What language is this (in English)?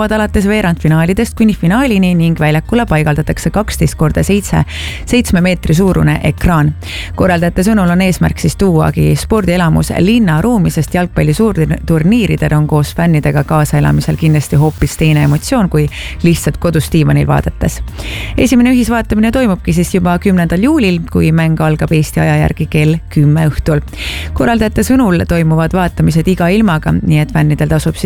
Estonian